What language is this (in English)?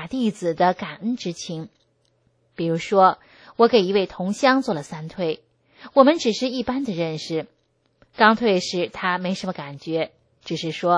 Chinese